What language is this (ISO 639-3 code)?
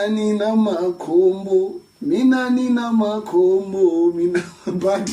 ven